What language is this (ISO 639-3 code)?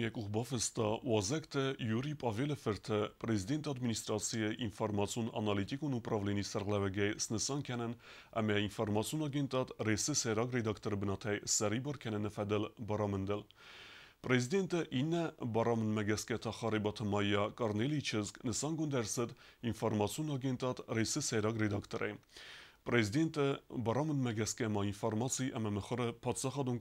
oss